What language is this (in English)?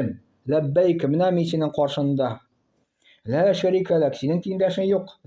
Tatar